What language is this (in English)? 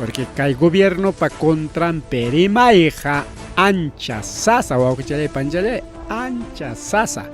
Ayacucho Quechua